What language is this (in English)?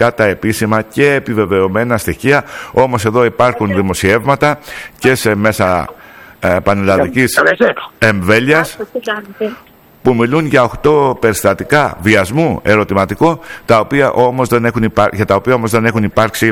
Greek